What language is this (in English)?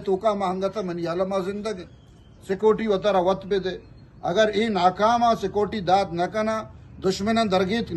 Eastern Balochi